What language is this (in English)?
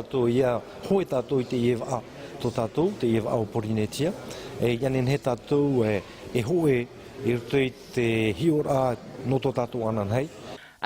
Tahitian